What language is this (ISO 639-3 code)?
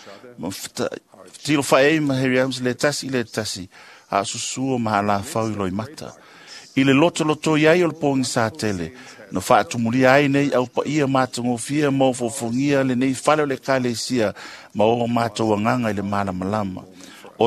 smo